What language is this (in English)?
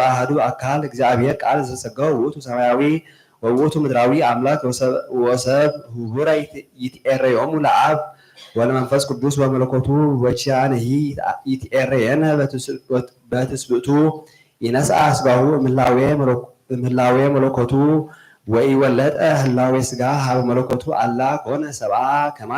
Geez